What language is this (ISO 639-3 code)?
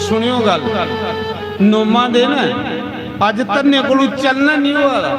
doi